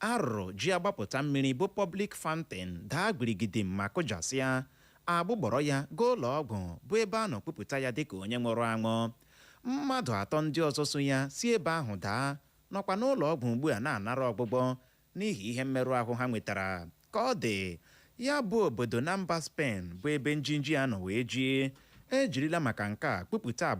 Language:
Igbo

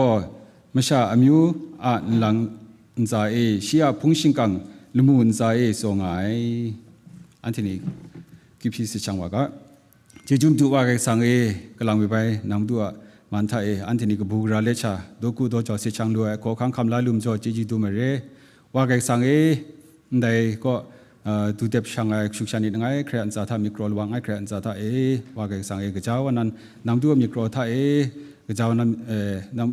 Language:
Kachin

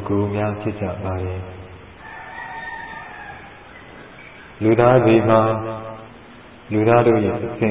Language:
Burmese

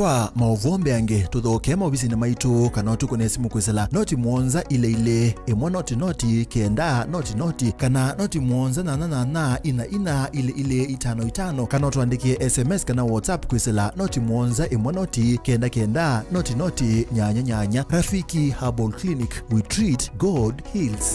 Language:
Kamba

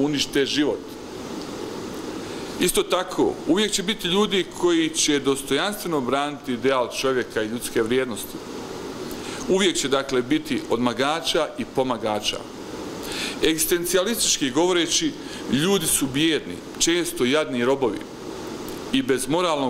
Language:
Bosnian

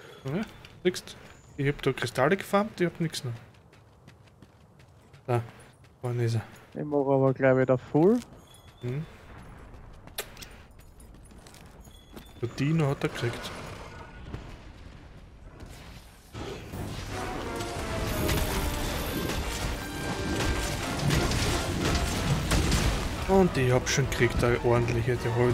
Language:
German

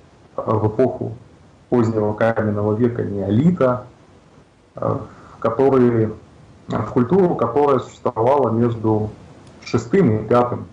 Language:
Russian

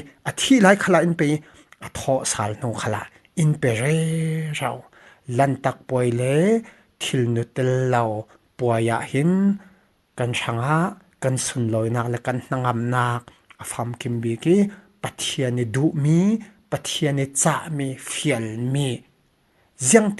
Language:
Falam Chin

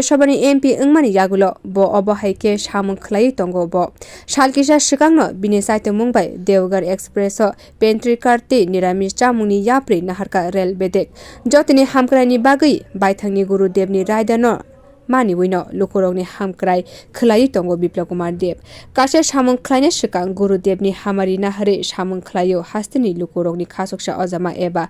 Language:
Kok Borok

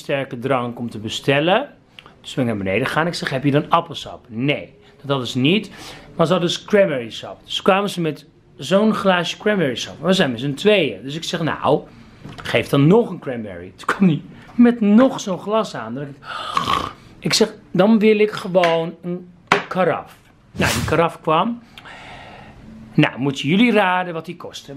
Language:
Dutch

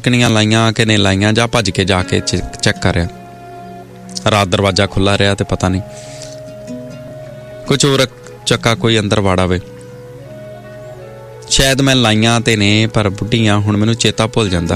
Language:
Punjabi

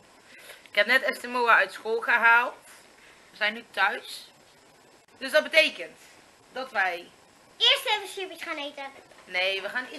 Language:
Dutch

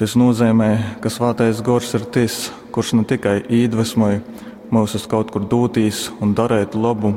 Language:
Latgalian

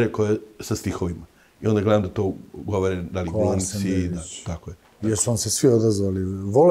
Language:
Serbian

